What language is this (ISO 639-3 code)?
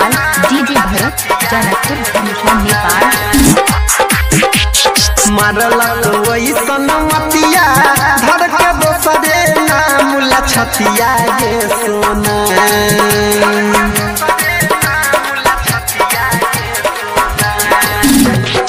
mai